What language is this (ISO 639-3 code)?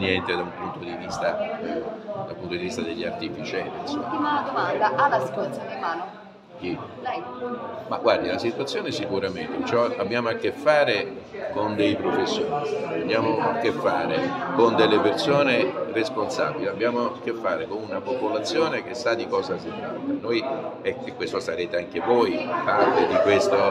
ita